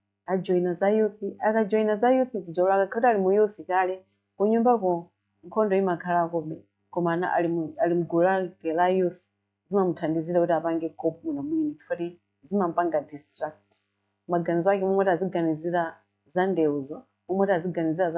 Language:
Nyanja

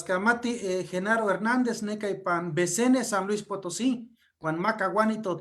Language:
Eastern Huasteca Nahuatl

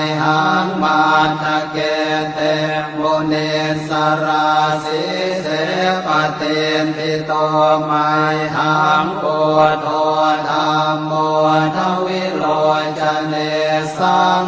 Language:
Pali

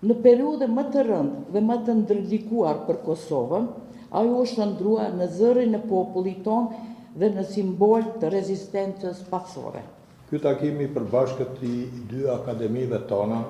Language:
Albanian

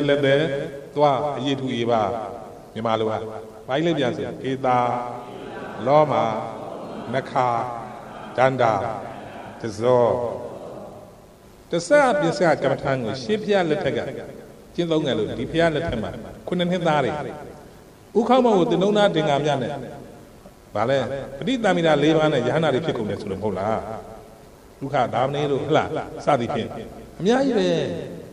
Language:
Burmese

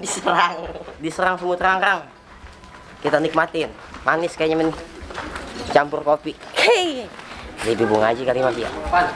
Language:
Betawi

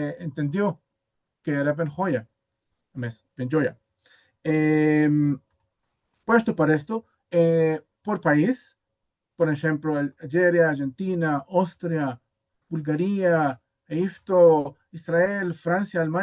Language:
Ladino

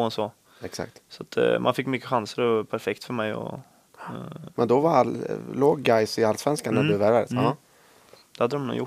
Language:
Swedish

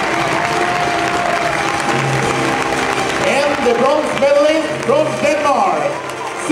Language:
Swedish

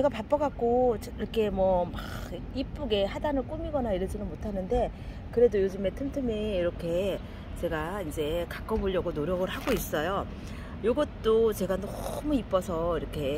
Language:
Korean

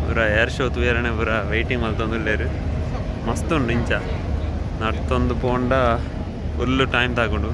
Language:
Tulu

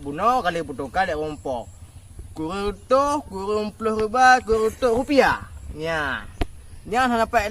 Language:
Achinese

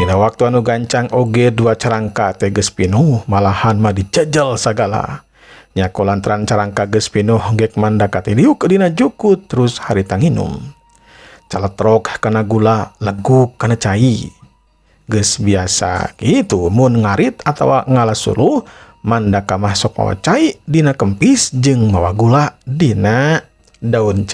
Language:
Sundanese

